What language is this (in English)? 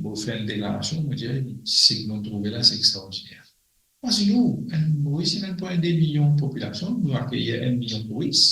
Morisyen